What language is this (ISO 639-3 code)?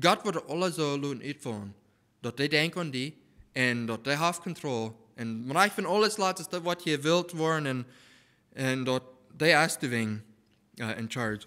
pdt